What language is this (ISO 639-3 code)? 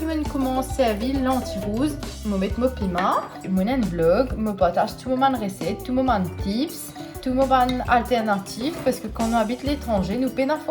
mfe